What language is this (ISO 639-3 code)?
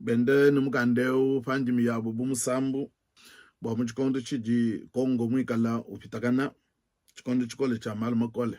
lua